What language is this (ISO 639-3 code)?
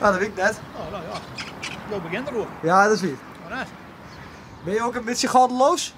fry